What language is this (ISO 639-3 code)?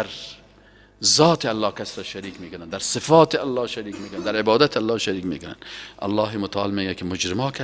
fas